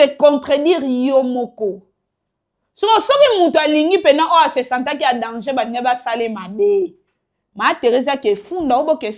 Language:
Lingala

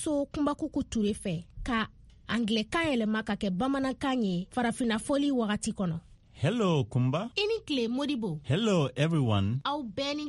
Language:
Bambara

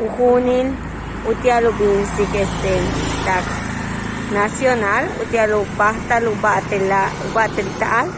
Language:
Yucateco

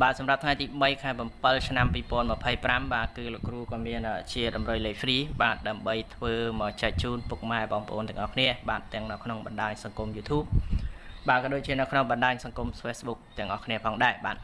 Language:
Khmer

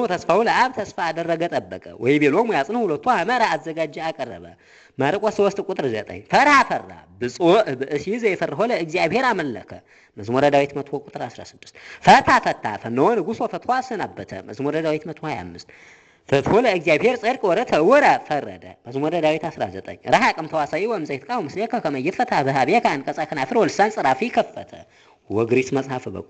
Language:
Amharic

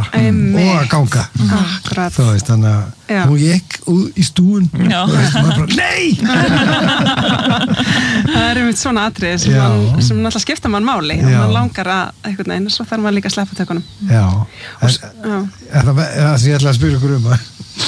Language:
Icelandic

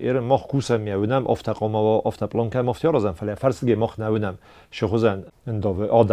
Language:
Ossetic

